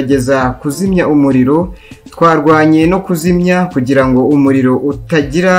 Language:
Kinyarwanda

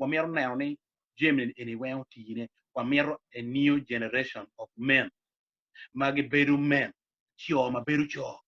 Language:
Acoli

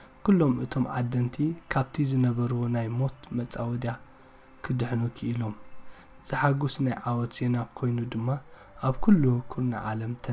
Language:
Tigrinya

